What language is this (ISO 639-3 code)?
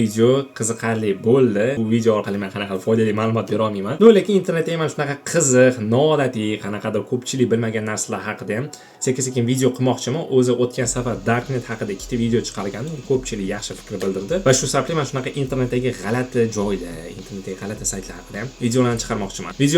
uzb